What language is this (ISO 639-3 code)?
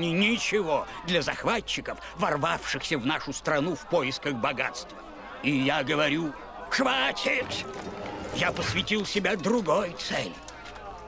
rus